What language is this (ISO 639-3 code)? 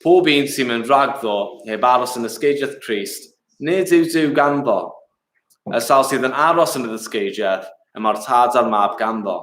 cym